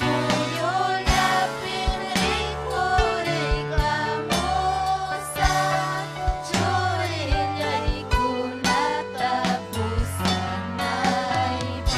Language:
Ayacucho Quechua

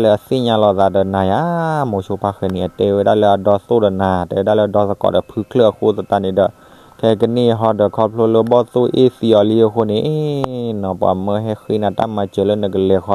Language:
S'gaw Karen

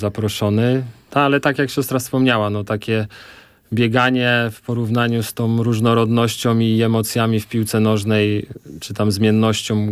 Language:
Polish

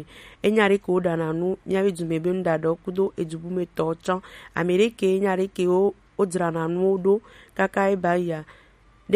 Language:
Gen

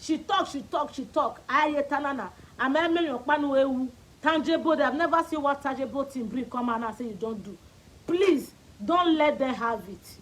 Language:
Nigerian Pidgin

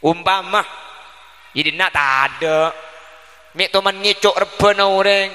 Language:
Madurese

